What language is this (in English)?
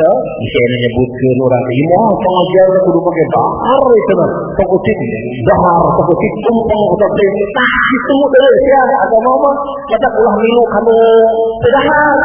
Sundanese